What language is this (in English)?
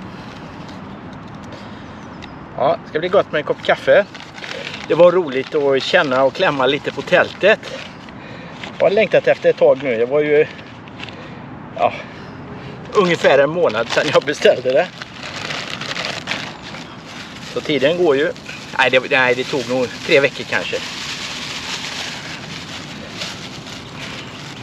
Swedish